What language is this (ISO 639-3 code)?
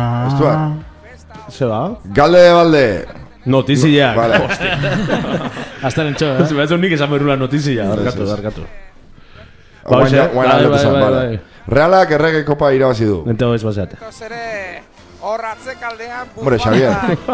eus